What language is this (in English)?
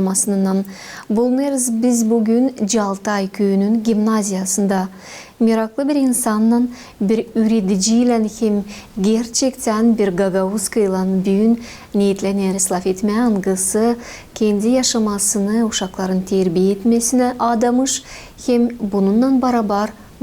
Gagauz